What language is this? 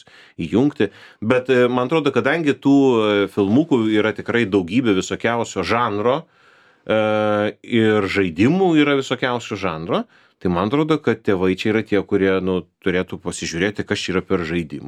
Lithuanian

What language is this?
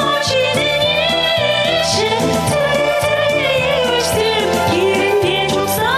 Chuvash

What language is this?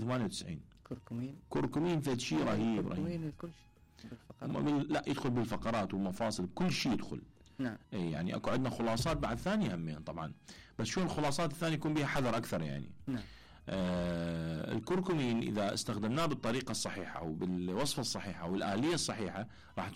Mesopotamian Arabic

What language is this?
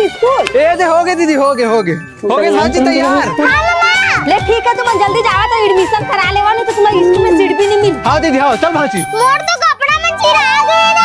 Chhattisgarhi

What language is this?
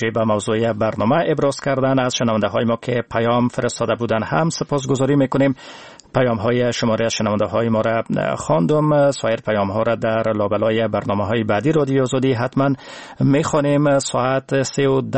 Persian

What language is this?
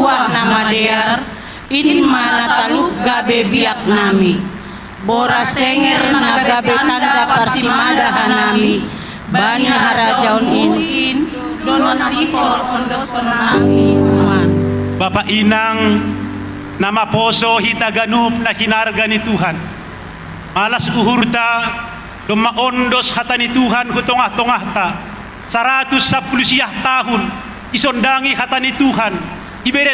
Batak Simalungun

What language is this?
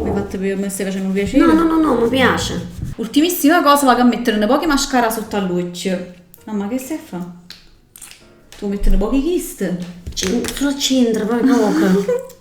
Neapolitan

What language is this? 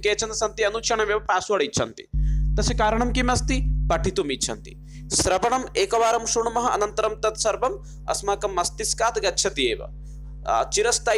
Sanskrit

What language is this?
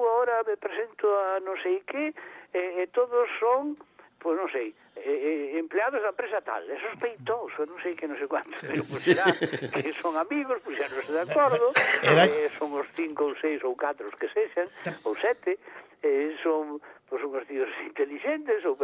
Galician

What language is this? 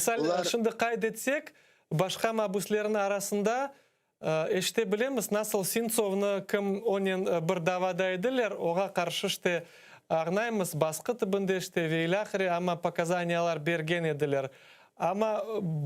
Crimean Tatar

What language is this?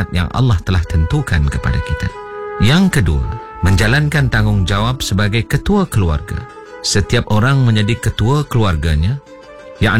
Malay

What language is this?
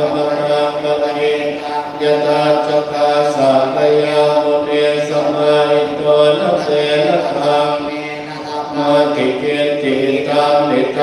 Pali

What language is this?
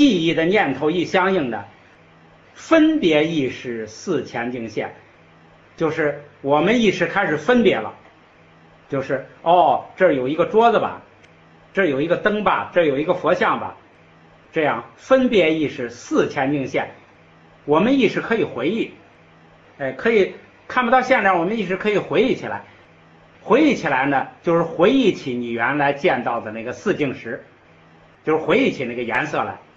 Chinese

